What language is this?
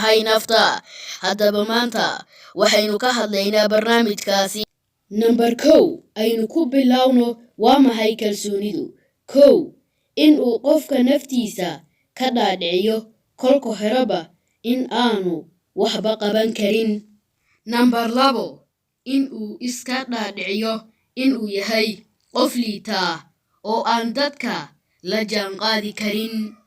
Somali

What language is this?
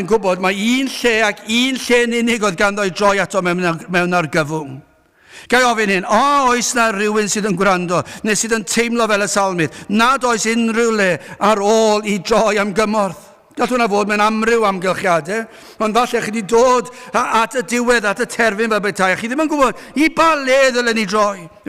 Welsh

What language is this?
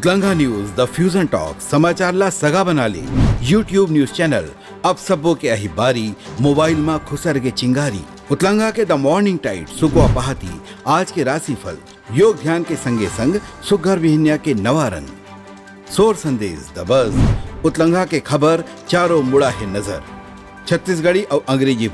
Chhattisgarhi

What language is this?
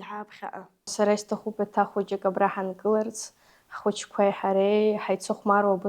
Abkhazian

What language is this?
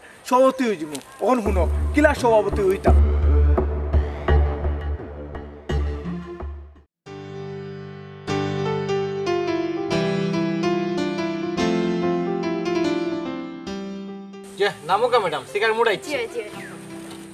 Sylheti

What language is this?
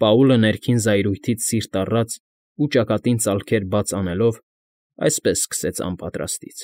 Armenian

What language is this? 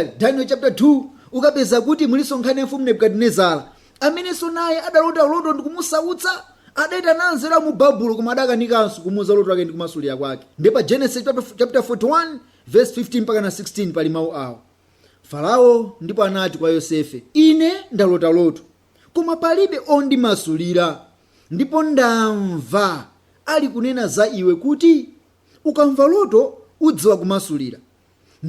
Nyanja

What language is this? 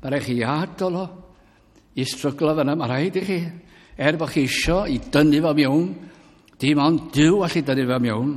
Welsh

